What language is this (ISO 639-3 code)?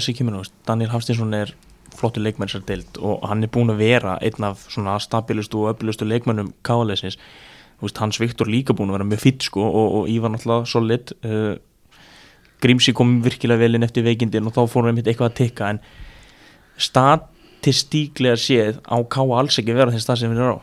isl